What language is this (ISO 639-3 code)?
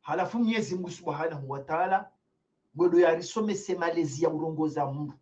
zdj